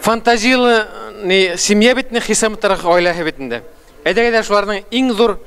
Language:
Bashkir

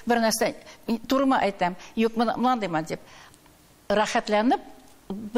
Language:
Tatar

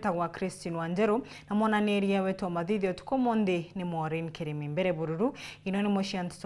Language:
Meru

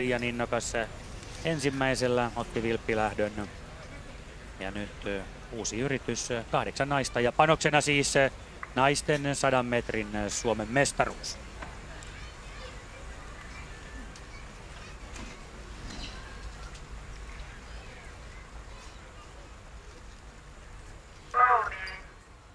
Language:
Finnish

